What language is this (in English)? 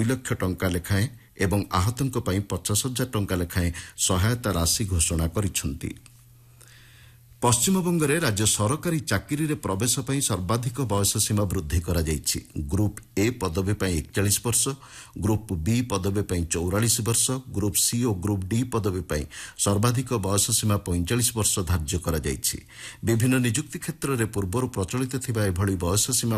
Odia